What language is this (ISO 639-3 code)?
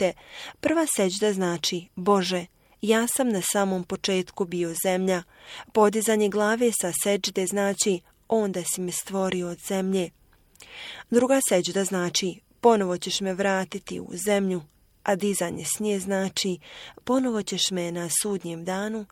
bos